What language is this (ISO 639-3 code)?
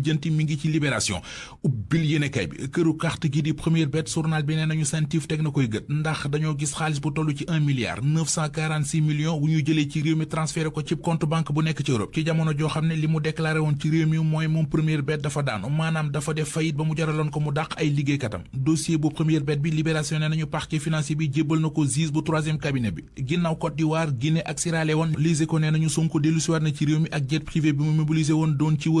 wol